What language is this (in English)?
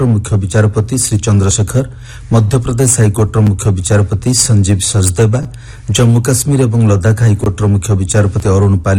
Odia